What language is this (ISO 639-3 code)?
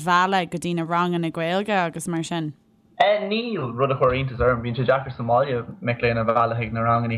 gle